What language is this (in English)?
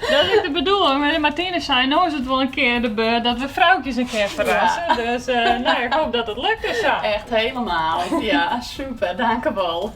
Western Frisian